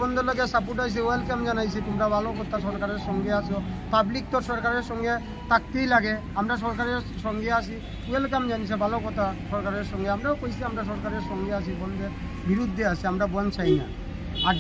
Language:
Bangla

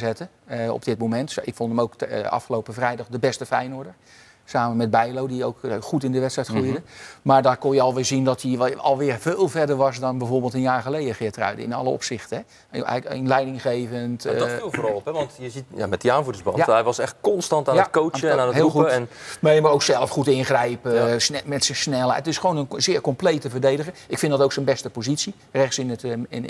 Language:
Dutch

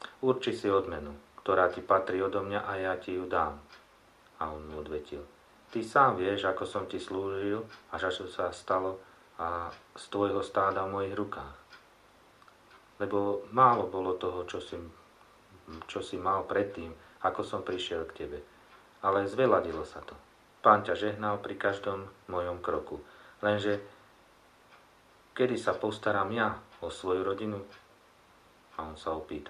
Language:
Slovak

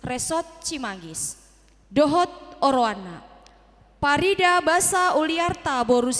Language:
Batak Toba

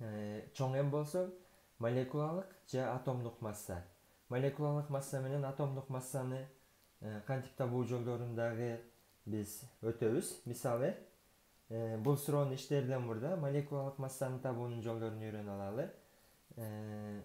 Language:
Kyrgyz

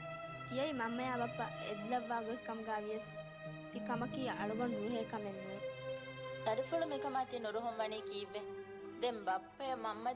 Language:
Divehi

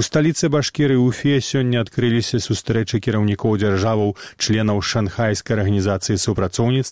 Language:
Belarusian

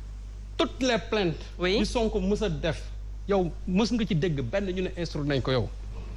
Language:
Wolof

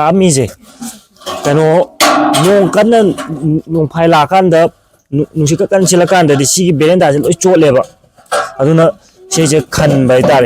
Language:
Manipuri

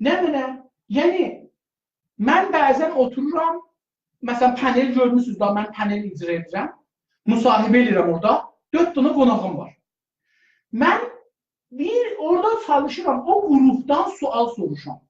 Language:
South Azerbaijani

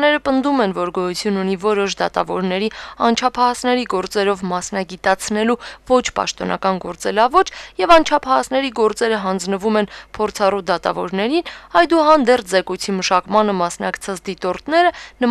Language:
Armenian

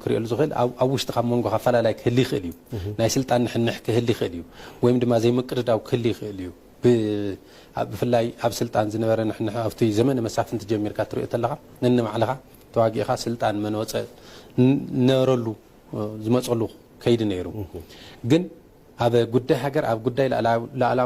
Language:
Tigrinya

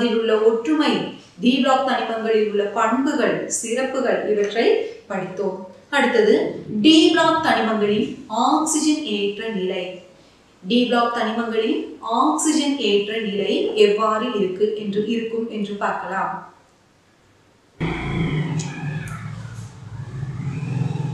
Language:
Tamil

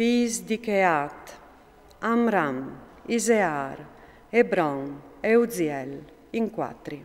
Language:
Friulian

